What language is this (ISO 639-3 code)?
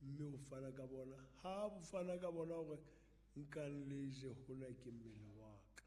sot